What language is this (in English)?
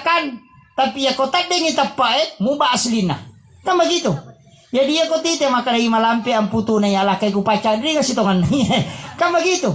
Buginese